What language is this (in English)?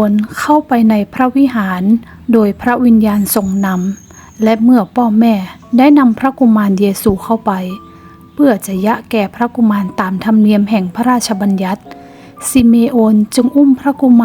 Northern Thai